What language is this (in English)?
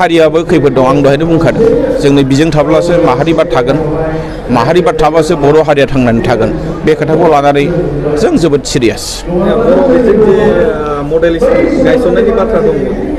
Bodo